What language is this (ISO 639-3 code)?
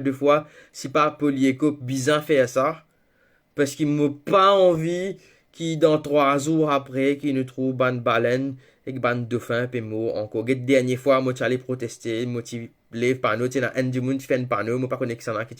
mfe